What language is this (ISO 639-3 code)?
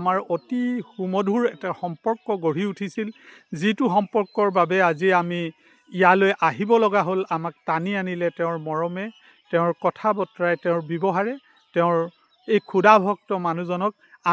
asm